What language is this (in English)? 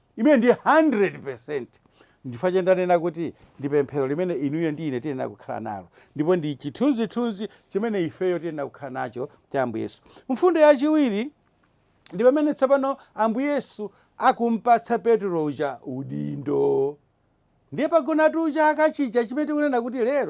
Nyanja